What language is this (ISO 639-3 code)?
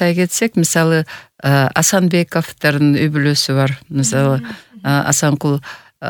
kir